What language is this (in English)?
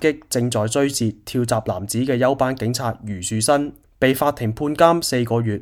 Cantonese